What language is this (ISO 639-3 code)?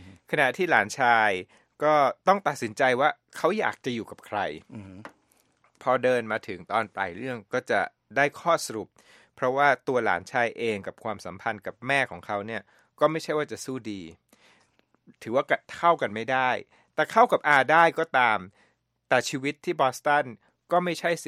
tha